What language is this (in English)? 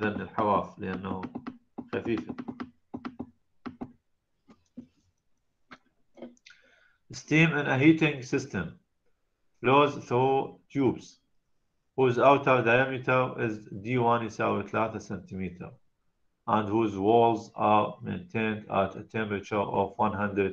Arabic